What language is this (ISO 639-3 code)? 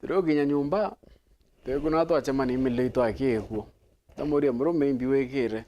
mer